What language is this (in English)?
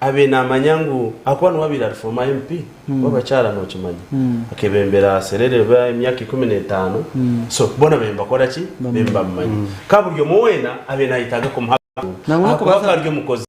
Nyankole